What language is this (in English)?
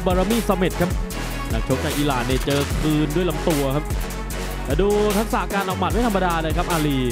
Thai